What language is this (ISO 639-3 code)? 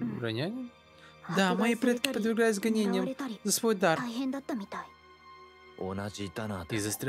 rus